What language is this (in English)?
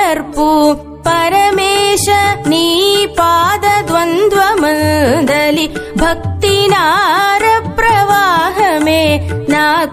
Telugu